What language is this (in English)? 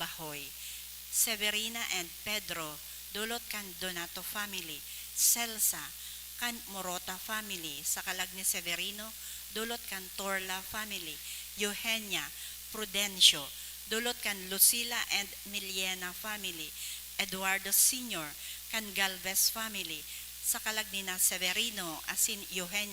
Bikol